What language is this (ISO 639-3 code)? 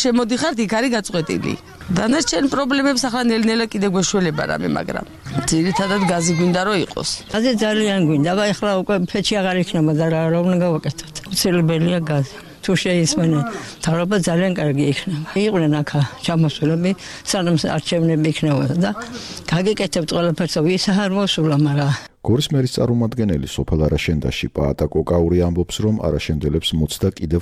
kat